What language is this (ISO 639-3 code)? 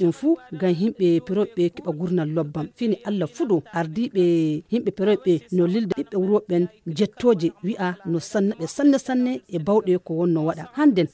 ful